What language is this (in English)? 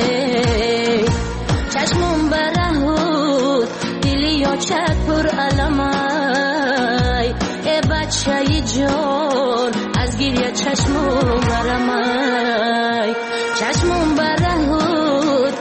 Persian